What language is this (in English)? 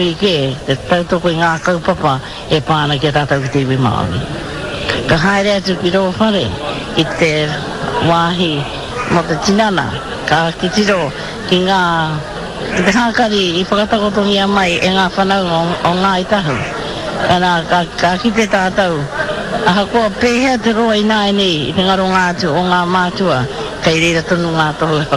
Māori